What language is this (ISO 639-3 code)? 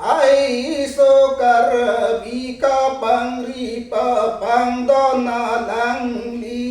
mjw